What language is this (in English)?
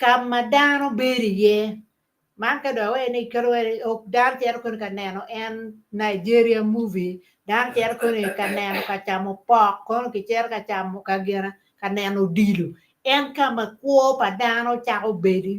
Acoli